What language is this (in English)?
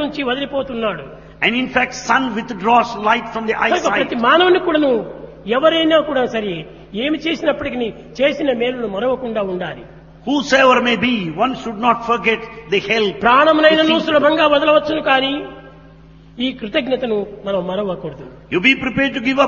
Telugu